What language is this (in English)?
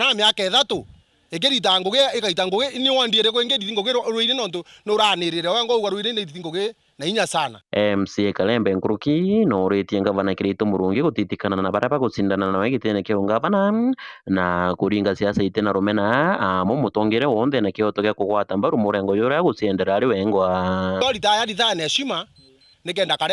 Meru